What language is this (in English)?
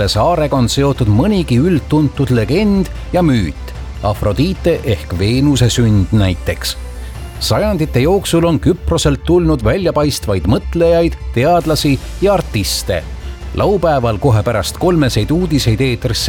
Estonian